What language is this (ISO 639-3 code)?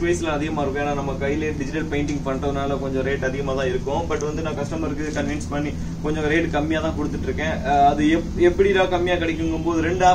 tam